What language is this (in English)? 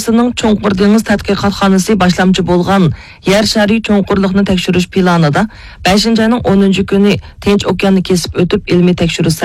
Uyghur